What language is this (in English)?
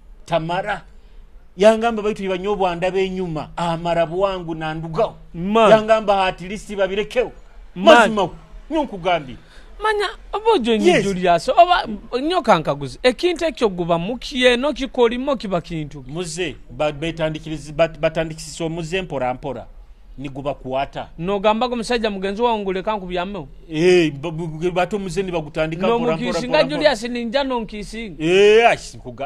Nyoro